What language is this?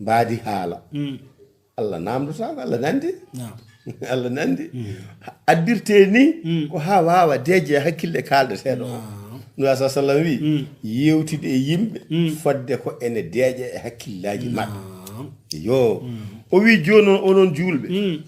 Fula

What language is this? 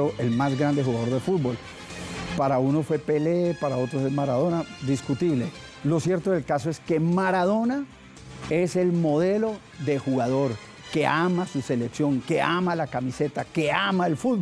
Spanish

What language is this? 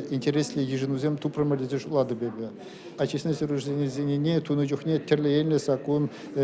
Chuvash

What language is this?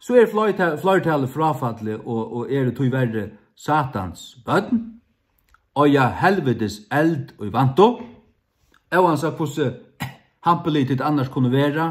Faroese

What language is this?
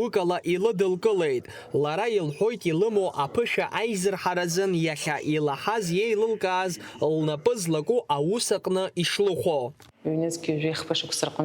Abkhazian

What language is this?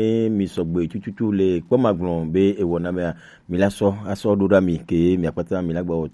Gen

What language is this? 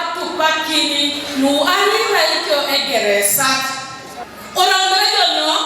Teso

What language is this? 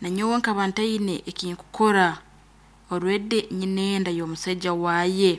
Nyoro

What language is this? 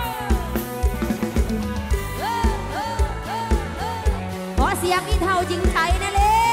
Thai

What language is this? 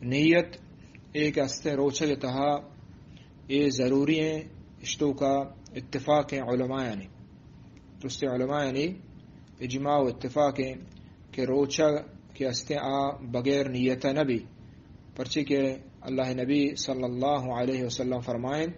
Eastern Balochi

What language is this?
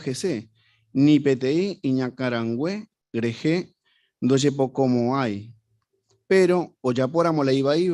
Guarani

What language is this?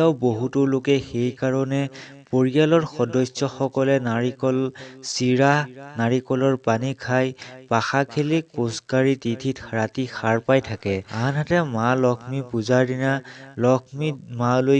Assamese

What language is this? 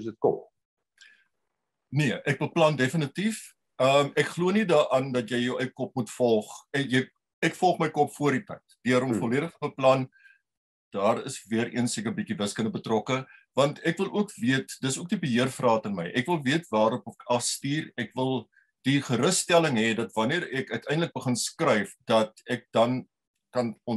Afrikaans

